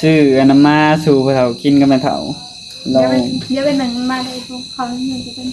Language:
Northeastern Thai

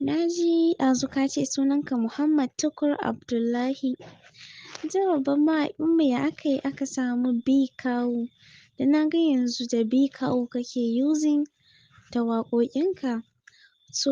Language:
Hausa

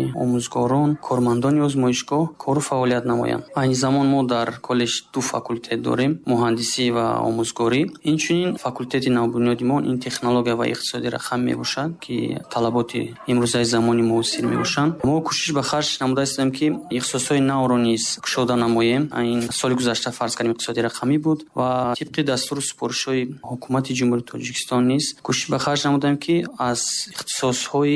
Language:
Tajik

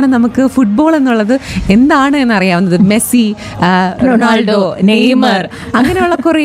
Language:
Malayalam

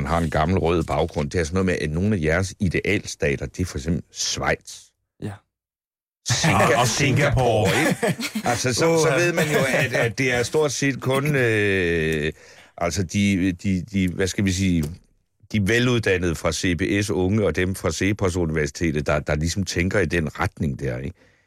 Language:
Danish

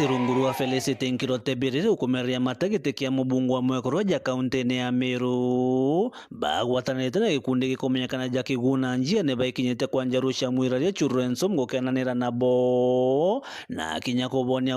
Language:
Meru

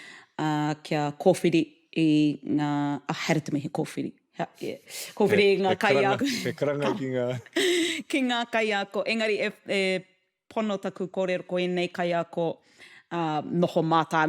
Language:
Māori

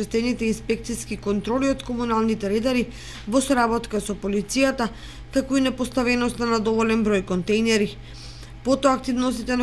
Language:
Macedonian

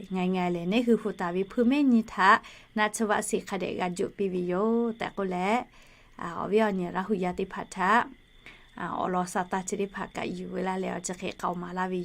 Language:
Lahu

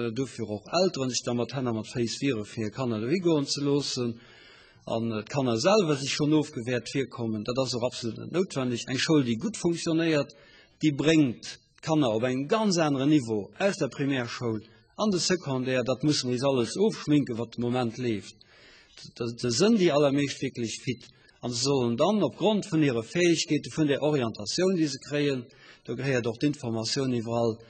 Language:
Luxembourgish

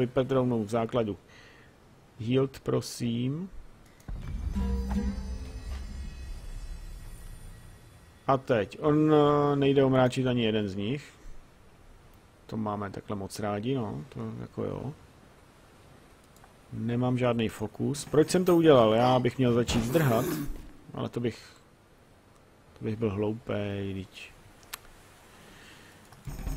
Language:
Czech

